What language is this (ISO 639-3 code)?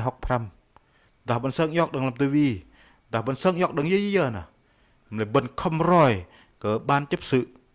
bdq